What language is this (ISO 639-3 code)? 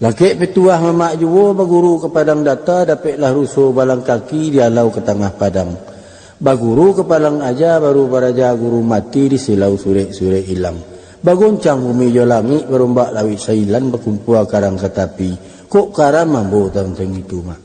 min